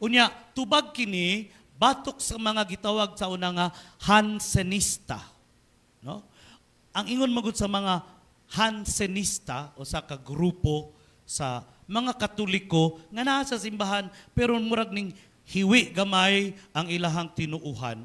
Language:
Cebuano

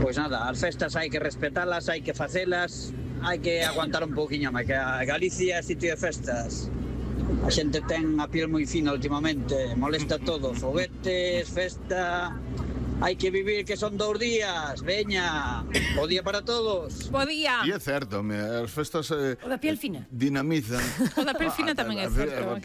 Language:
Galician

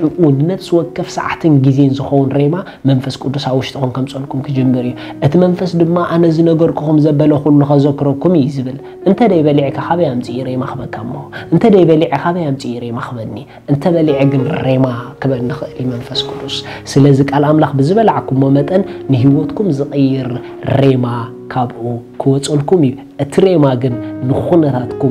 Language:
Tigrinya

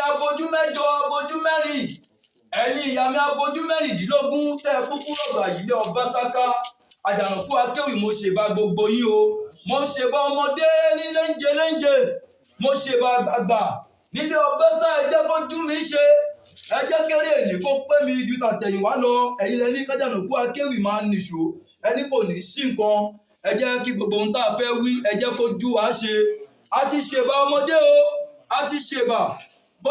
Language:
Yoruba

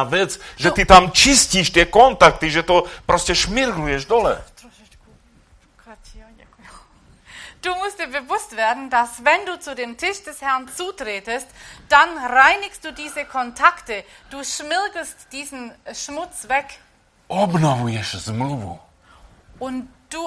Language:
Slovak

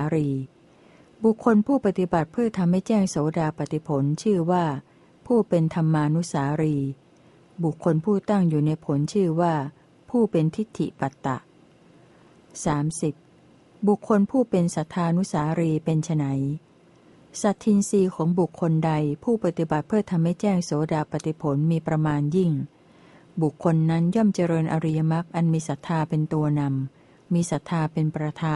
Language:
Thai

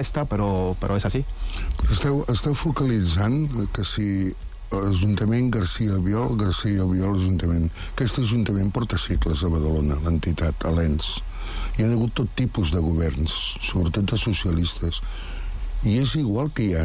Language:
Catalan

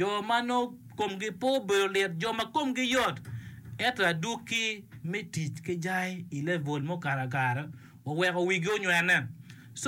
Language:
Acoli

